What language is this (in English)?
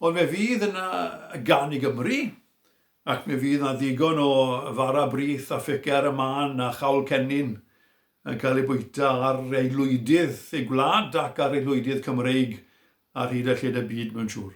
Welsh